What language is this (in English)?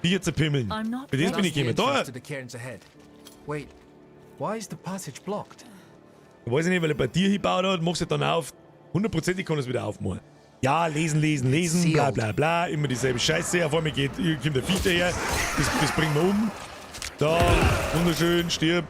Bavarian